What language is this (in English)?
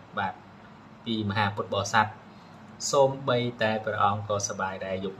Khmer